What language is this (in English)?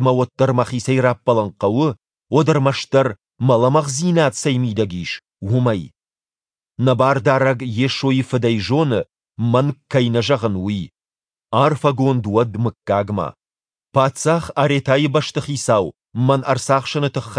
Ossetic